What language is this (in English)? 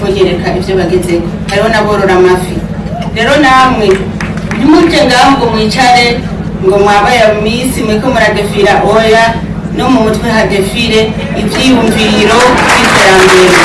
Rundi